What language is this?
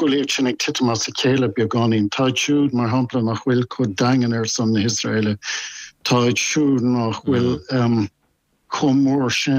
Irish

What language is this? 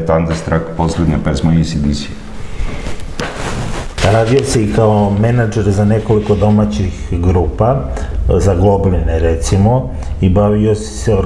Serbian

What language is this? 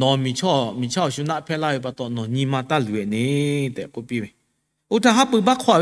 Lahu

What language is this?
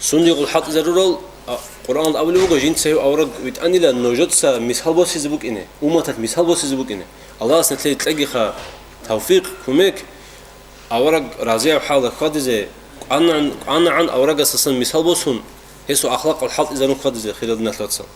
Avaric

